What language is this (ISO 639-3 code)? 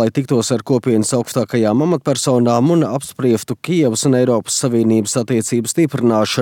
lav